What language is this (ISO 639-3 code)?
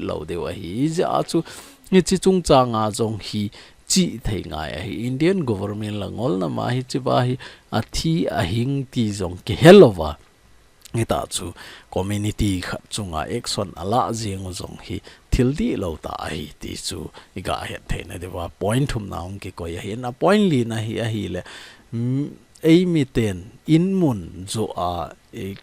tcz